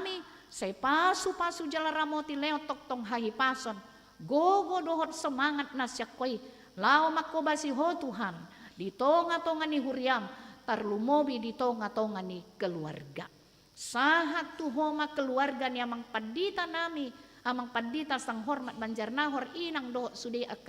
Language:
Batak Toba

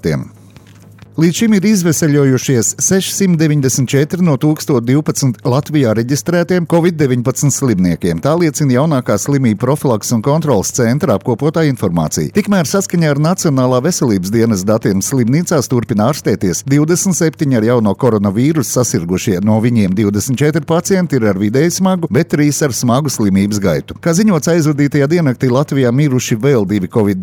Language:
Latvian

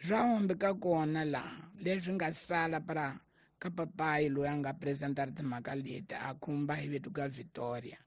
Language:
Tsonga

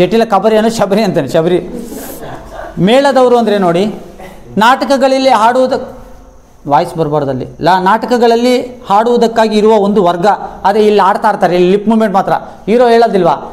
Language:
Kannada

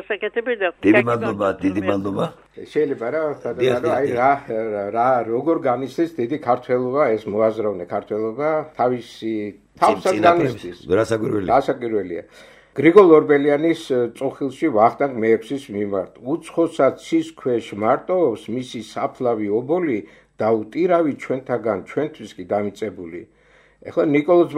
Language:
Georgian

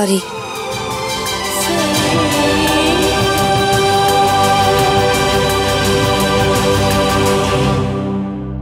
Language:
Hindi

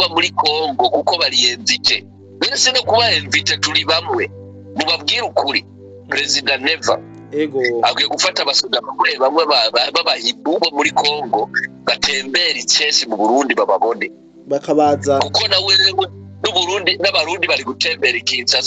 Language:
Rundi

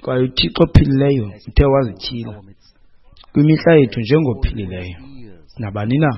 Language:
Xhosa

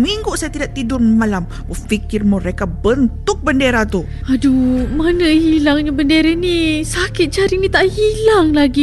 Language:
Malay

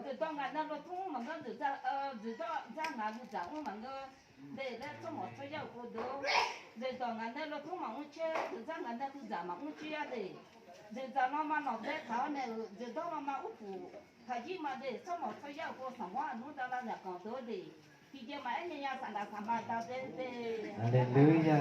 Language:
Akha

